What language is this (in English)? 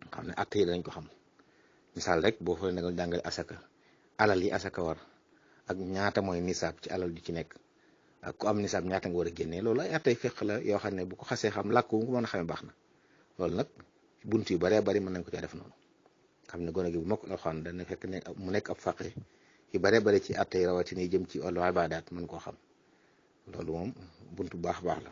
Wolof